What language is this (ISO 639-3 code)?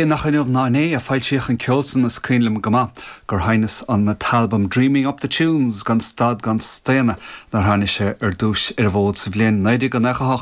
gle